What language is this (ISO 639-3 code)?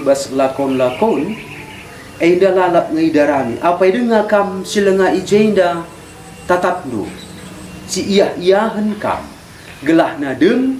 btx